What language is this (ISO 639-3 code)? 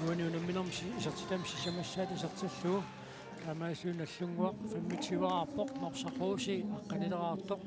kal